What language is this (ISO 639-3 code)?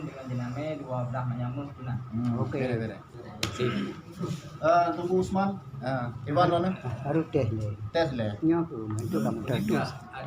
ace